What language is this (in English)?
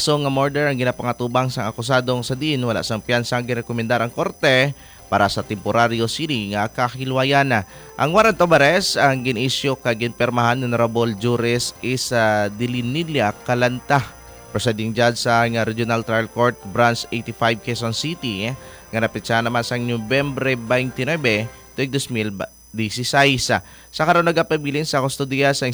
Hiligaynon